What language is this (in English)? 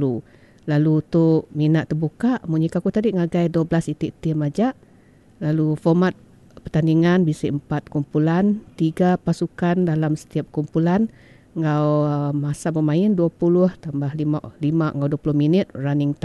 Iban